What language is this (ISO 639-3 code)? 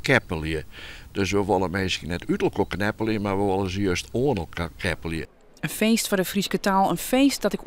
fry